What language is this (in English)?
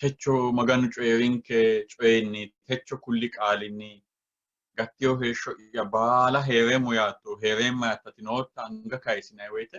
Sidamo